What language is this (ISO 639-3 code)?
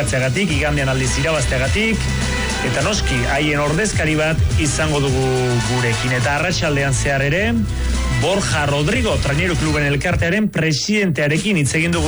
eus